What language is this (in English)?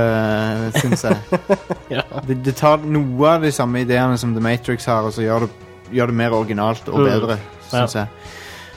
Norwegian